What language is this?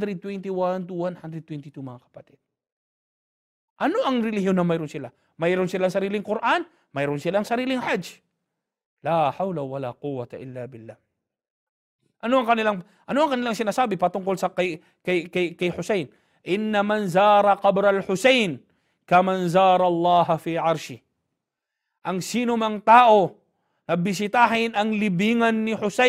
Filipino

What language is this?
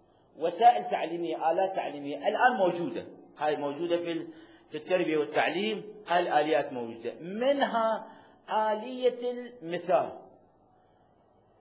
Arabic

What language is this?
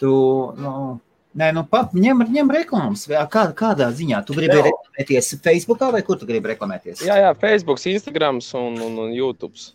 Latvian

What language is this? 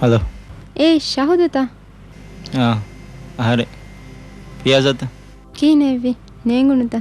Divehi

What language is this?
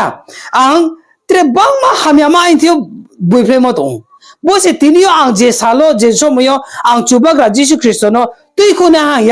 Riang (India)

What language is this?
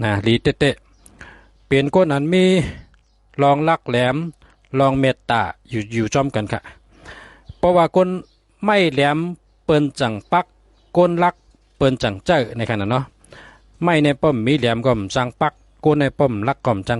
Shan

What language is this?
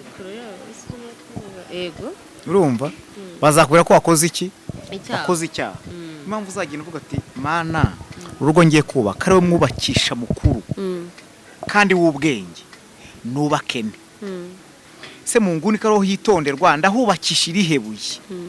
Kinyarwanda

